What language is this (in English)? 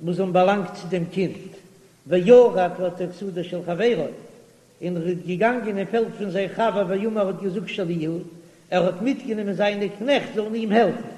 Yiddish